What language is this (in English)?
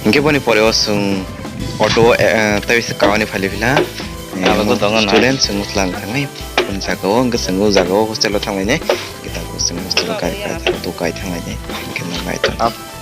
Kok Borok